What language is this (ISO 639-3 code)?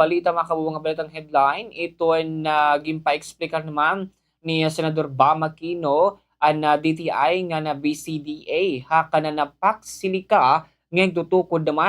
war